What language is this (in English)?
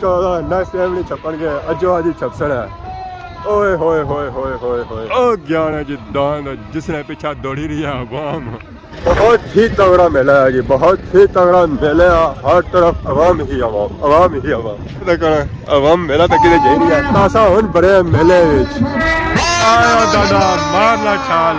Pahari-Potwari